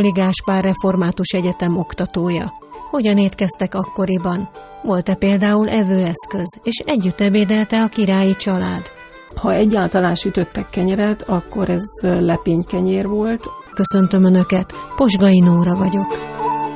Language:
Hungarian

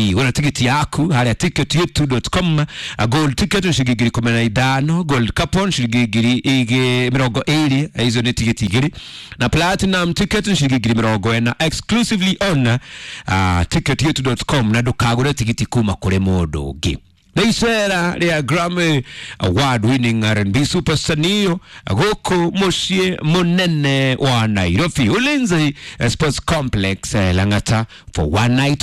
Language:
Kikuyu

